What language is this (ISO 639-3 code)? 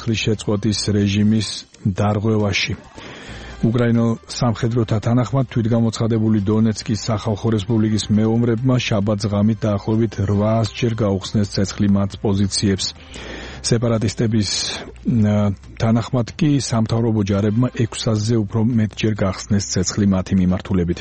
kat